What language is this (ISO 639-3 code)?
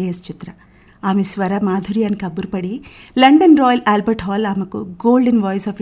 tel